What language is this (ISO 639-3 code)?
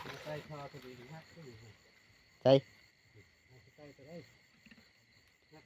tts